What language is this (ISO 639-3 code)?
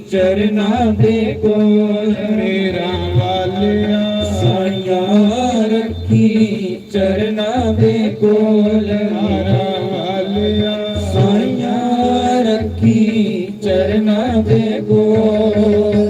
doi